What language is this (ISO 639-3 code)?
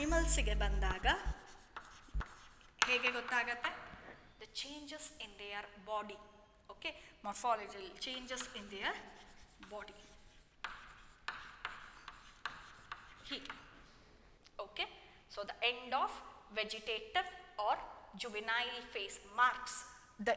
kan